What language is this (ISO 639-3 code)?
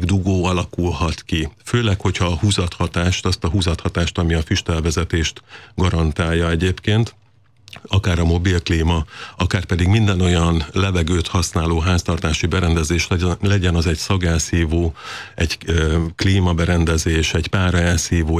hun